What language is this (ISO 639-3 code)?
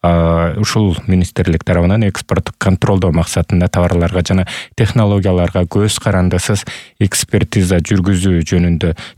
kir